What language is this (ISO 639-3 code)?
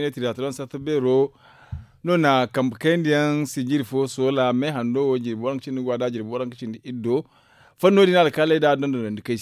dje